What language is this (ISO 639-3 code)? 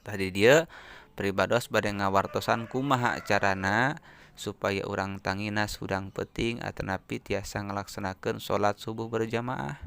sun